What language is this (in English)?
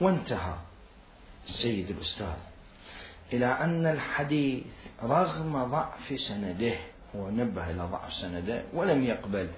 Mesopotamian Arabic